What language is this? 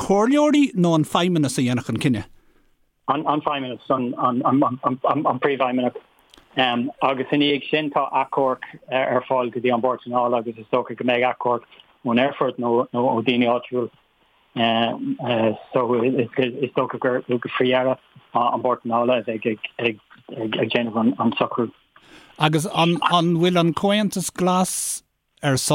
Irish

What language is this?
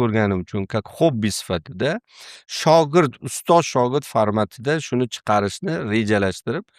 Uzbek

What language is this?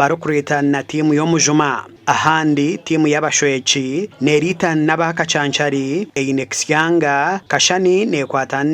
Nyankole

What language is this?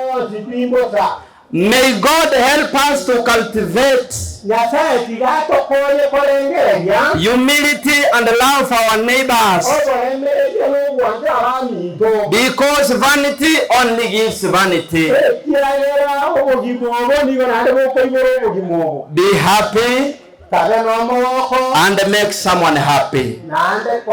Gusii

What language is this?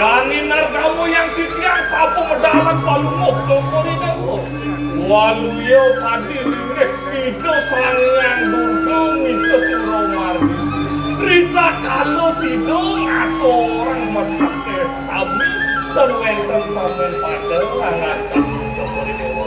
Balinese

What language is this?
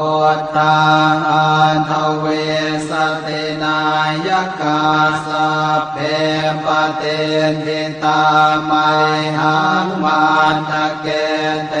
Pali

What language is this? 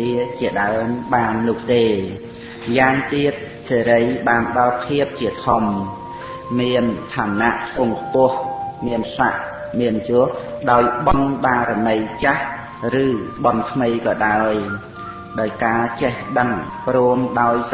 Khmer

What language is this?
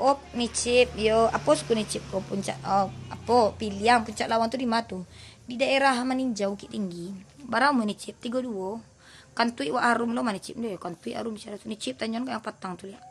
Minangkabau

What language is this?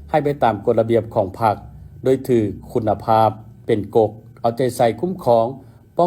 Lao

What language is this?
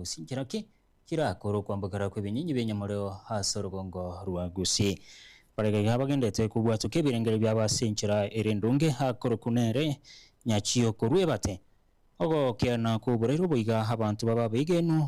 Gusii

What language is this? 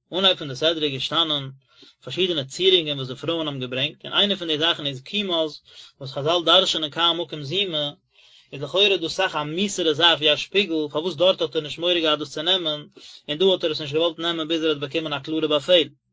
Yiddish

